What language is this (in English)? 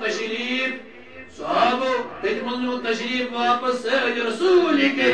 Kashmiri